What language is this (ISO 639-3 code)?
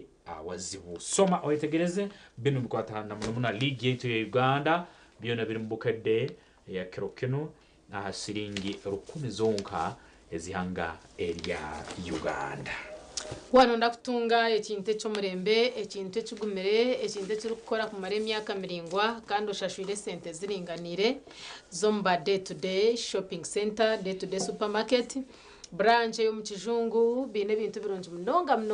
nyn